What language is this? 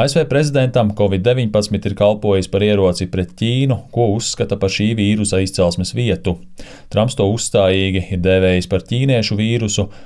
Latvian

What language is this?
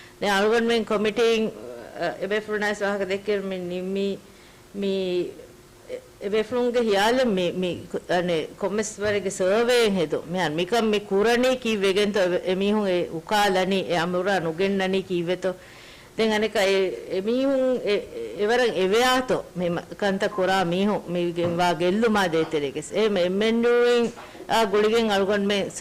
Divehi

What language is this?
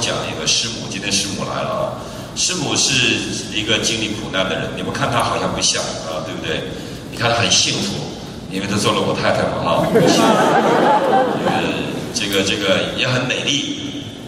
Chinese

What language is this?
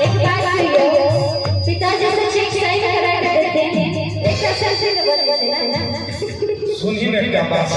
Maithili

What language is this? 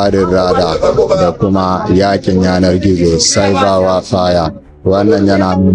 Hausa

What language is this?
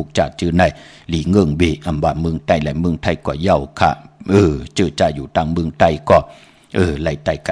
Shan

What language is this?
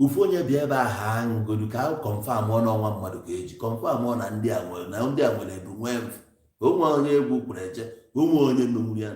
Igbo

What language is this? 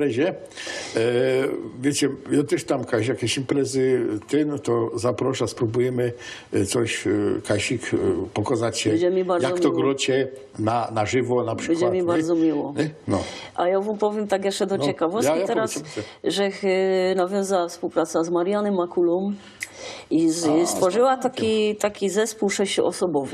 Silesian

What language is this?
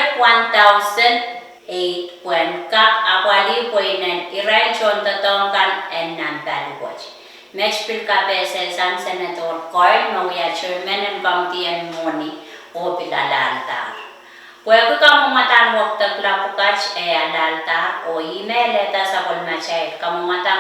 Pohnpeian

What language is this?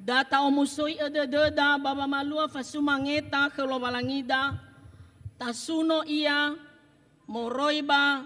Nias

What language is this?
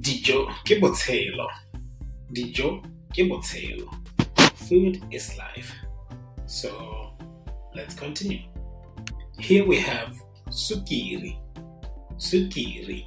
Tswana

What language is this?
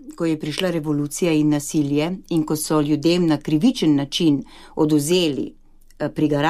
Slovenian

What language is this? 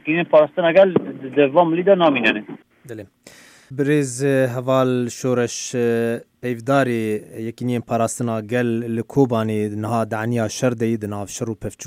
Kurdish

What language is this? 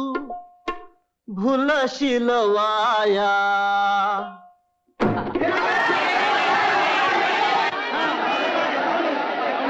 Marathi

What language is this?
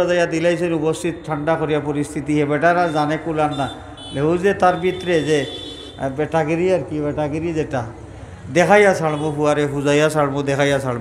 Sylheti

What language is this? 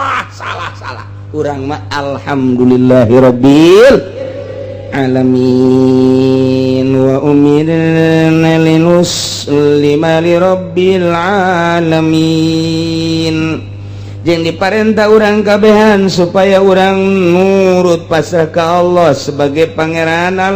Sundanese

